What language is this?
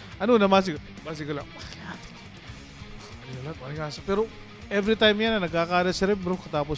Waray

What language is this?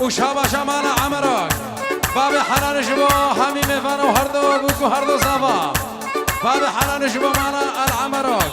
Kurdish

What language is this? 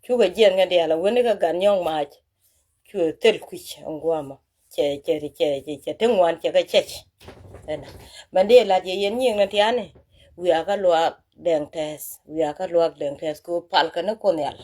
Nuer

